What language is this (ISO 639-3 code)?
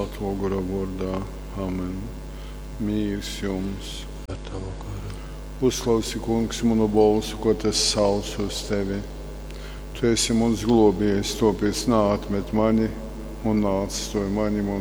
ltg